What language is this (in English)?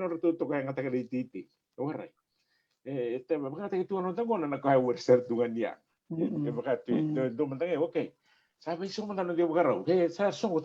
Fijian